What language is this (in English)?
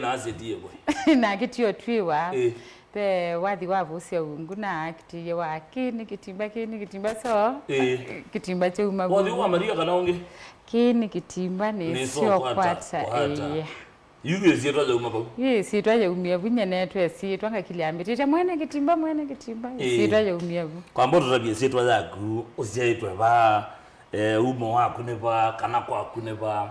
Kamba